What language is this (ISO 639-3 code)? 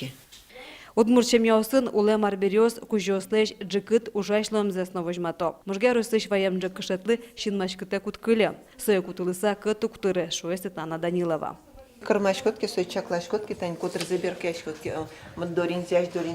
udm